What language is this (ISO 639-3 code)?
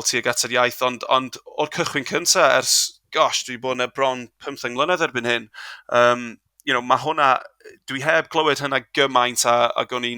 cym